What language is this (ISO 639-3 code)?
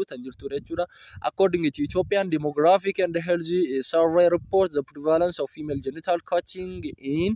orm